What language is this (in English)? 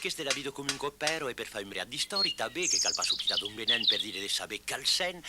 Occitan